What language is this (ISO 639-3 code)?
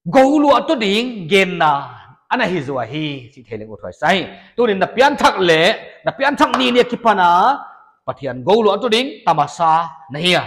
pck